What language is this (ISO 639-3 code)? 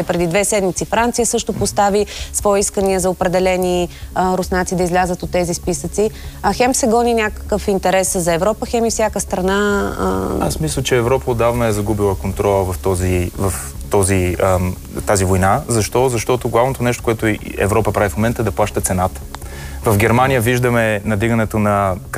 bul